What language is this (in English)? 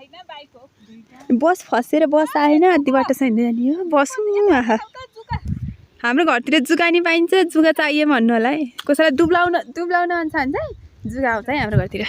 Nepali